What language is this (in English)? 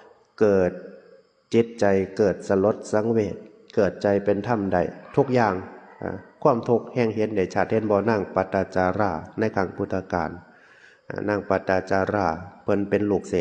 Northeastern Thai